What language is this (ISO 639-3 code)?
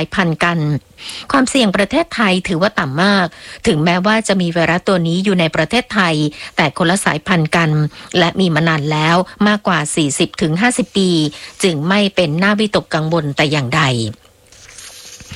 tha